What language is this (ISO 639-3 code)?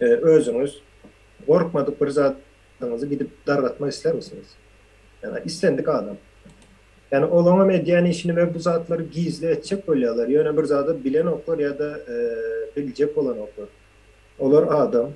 tuk